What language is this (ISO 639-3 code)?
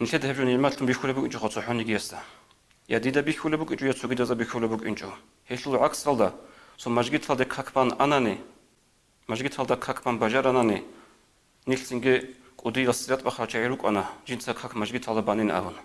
ava